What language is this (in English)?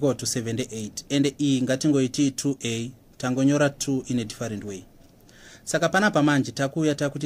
Shona